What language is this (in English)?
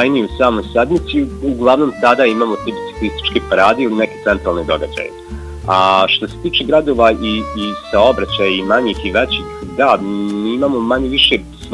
Bosnian